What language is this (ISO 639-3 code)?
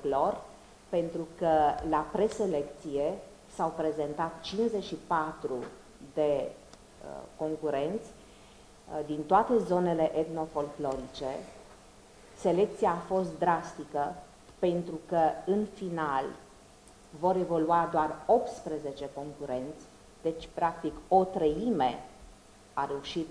ron